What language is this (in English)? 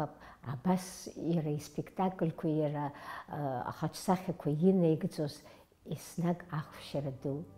Abkhazian